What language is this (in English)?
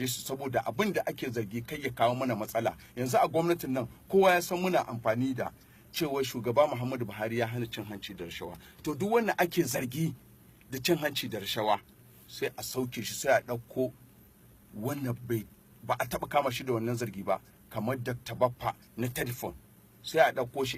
Hausa